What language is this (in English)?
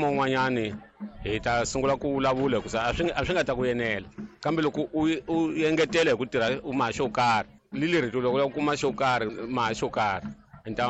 Tsonga